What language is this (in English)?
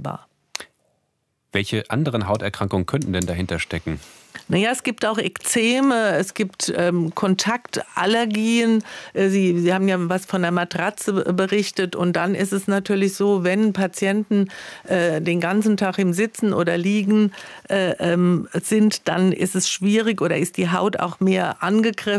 German